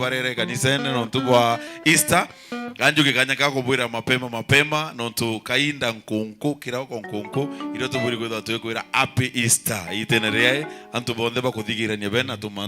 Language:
Meru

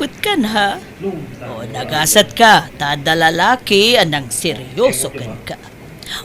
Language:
Iloko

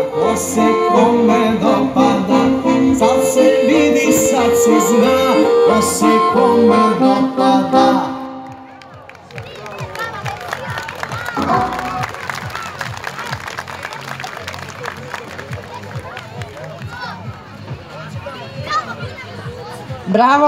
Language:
Serbian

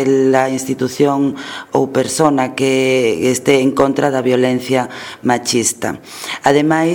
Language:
Galician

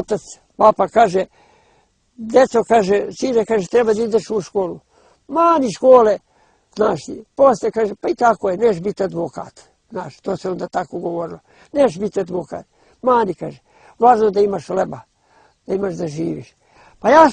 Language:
Bosnian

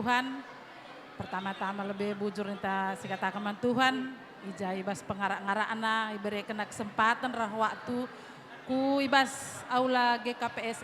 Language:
Batak Karo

